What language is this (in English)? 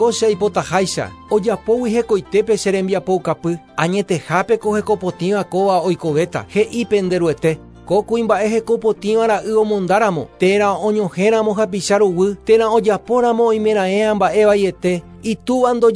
Guarani